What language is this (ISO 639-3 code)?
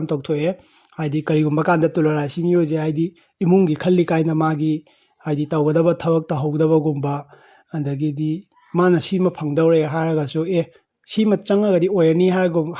mni